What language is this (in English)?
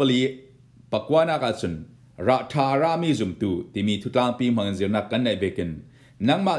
Falam Chin